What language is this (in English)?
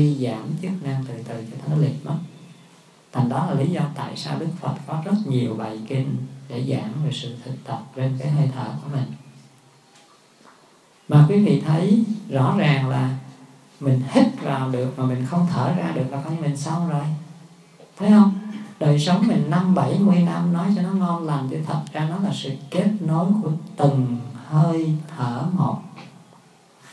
Vietnamese